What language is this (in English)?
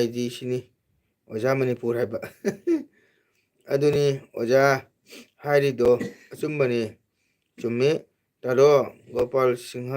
Manipuri